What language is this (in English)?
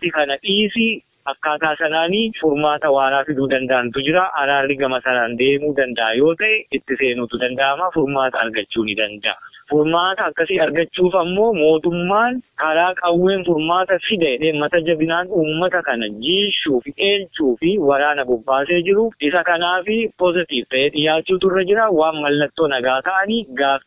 Oromo